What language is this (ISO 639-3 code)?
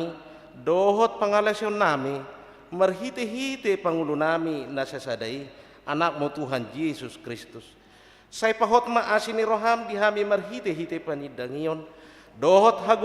bbc